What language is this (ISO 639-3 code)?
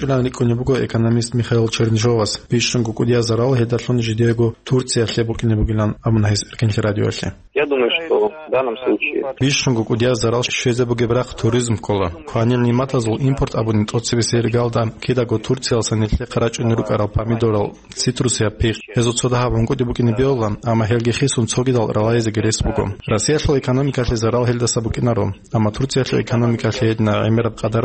ava